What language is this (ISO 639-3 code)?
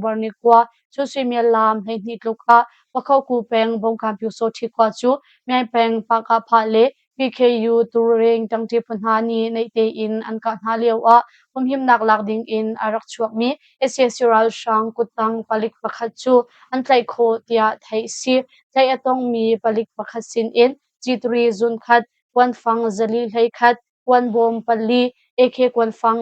cnh